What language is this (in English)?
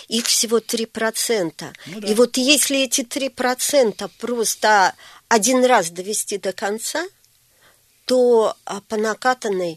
Russian